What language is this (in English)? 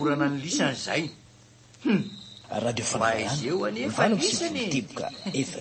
Malagasy